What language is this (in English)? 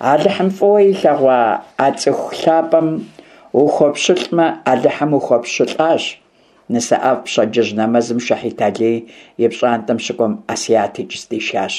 Kabardian